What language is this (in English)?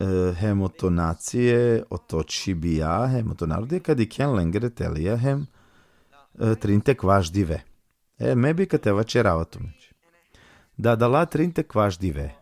Balkan Romani